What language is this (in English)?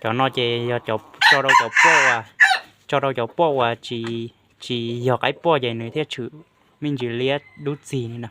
Hmong